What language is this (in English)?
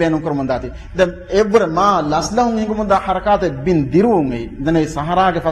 Divehi